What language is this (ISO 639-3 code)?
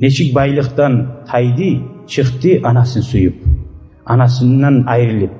kum